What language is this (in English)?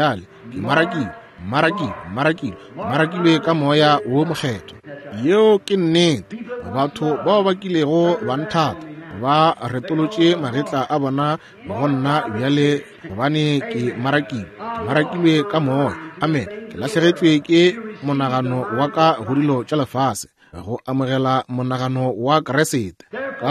Northern Sotho